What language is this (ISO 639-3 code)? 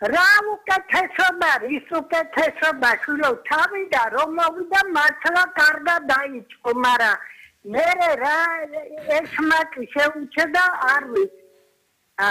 kat